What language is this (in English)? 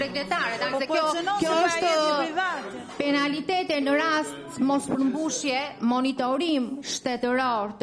Albanian